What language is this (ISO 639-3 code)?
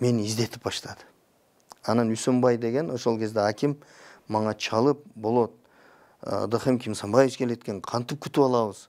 kir